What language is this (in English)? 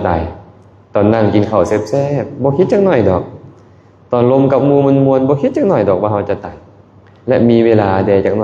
Lao